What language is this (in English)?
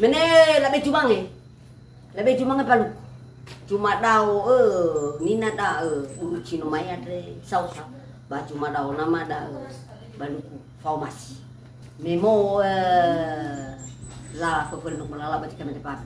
Nias